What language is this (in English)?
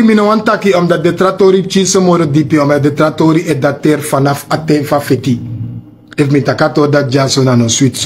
Sranan Tongo